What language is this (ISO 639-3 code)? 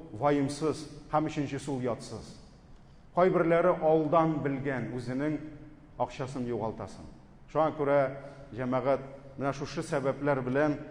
tat